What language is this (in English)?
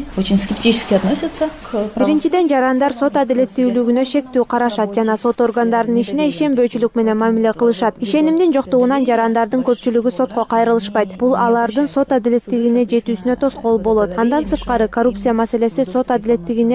Kyrgyz